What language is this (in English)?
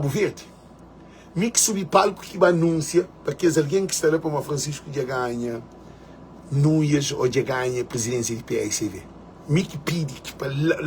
Kabuverdianu